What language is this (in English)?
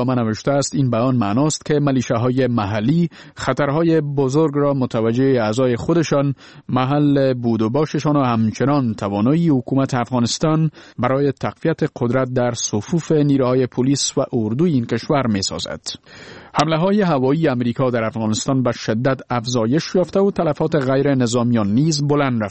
Persian